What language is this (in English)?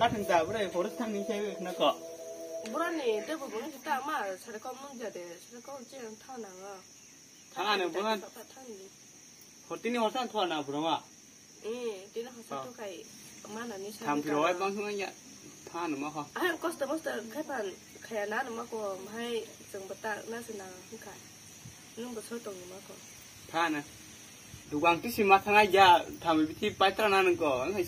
Kok Borok